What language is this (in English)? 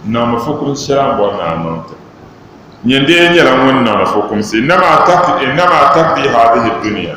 Dagbani